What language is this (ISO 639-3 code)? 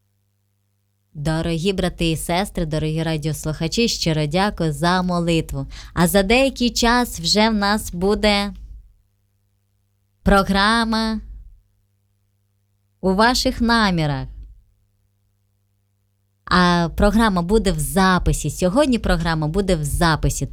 ukr